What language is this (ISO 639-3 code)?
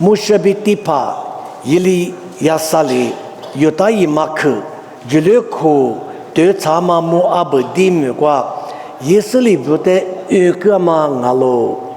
lis